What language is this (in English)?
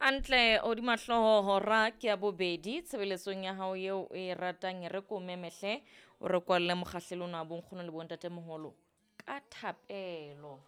Southern Sotho